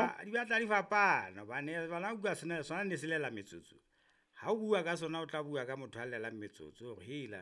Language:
Southern Sotho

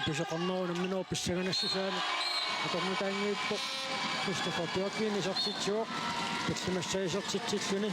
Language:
Kalaallisut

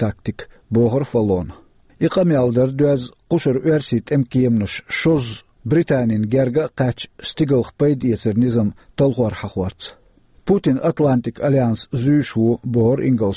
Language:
Chechen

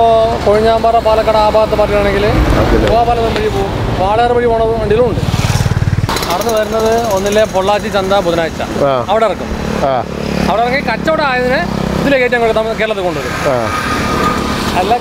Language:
Malayalam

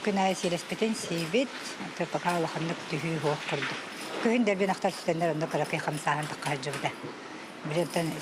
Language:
Yakut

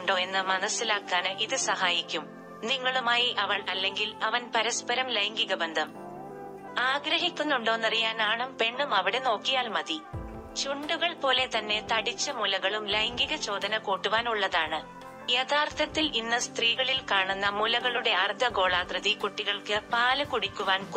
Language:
Malayalam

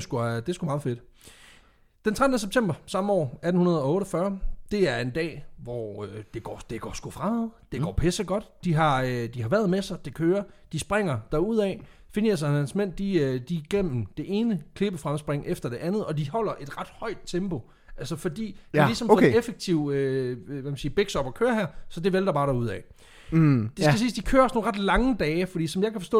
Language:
Danish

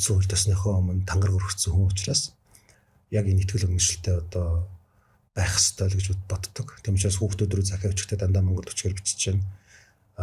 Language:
Mongolian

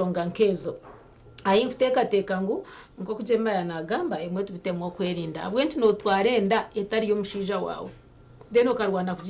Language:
Nyankole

